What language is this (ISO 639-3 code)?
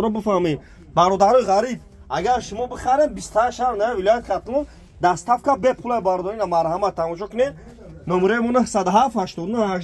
tgk